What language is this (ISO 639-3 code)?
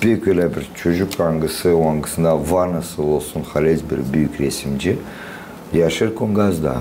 gag